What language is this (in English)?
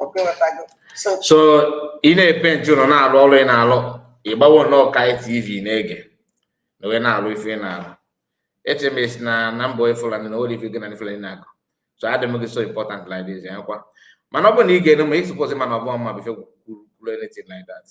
Igbo